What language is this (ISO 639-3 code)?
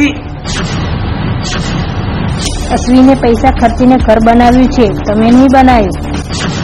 guj